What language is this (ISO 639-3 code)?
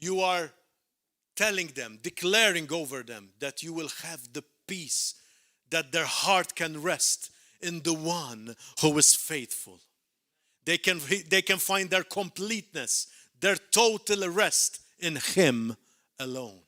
eng